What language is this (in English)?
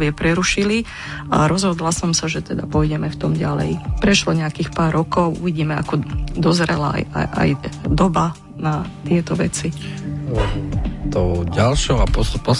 Slovak